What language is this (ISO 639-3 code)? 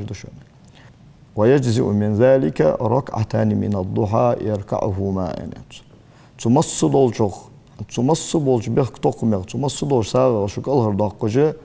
inh